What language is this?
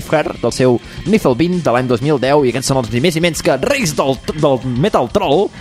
Catalan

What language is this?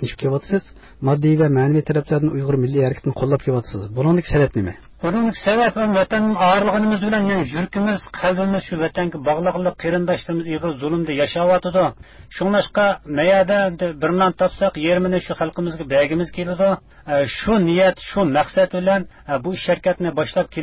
Uyghur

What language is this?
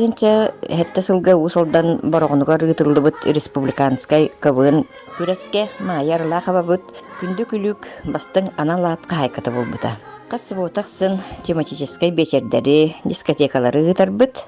Yakut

